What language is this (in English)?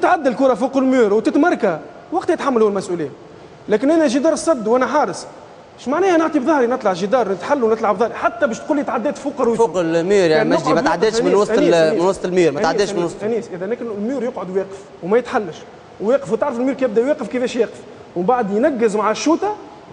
Tunisian Arabic